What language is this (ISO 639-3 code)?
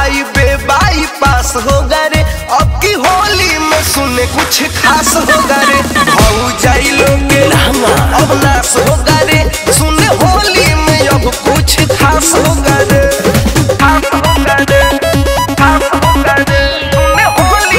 bho